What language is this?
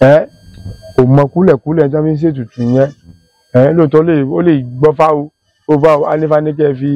Yoruba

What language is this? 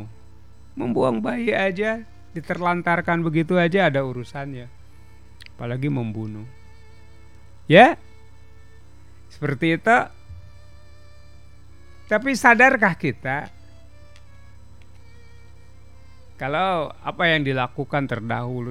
Indonesian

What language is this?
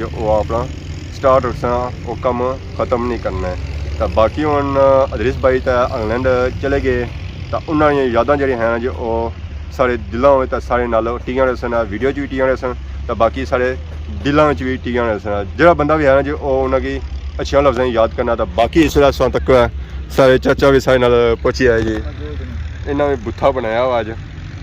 Pahari-Potwari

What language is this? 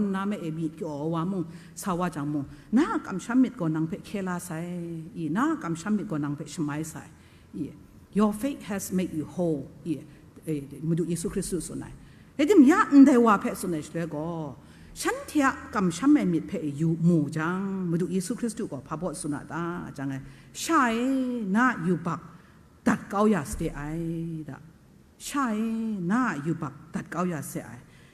Kachin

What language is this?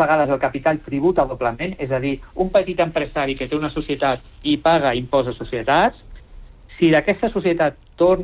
Catalan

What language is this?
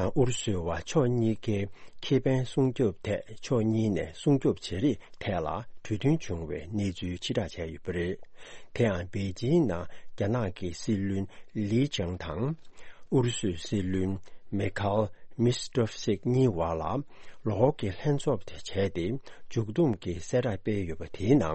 Tibetan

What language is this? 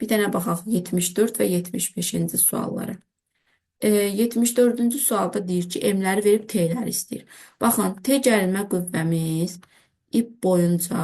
Azerbaijani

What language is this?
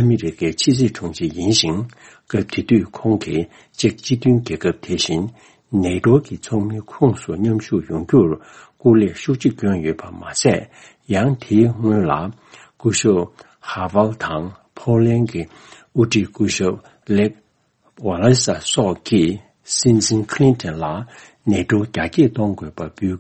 Tibetan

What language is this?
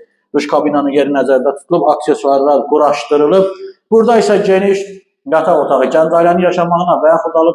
Azerbaijani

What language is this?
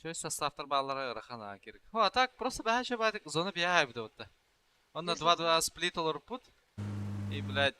Yakut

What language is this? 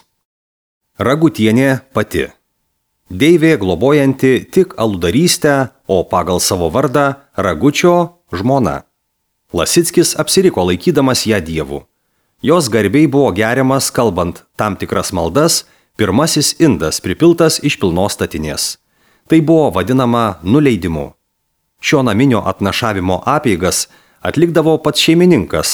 Lithuanian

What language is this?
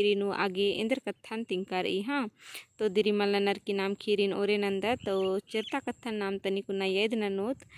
Kurukh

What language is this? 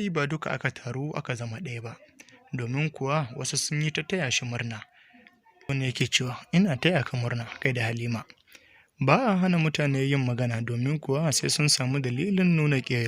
Hausa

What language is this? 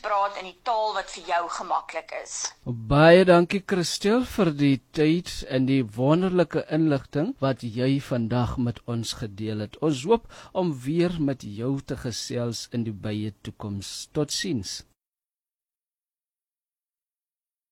Afrikaans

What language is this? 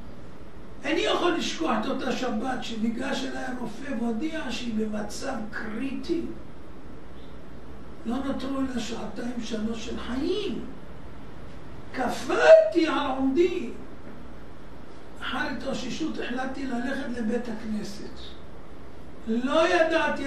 Hebrew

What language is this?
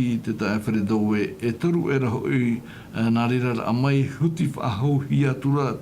Tahitian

